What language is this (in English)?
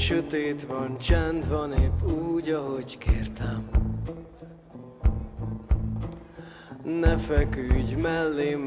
Hungarian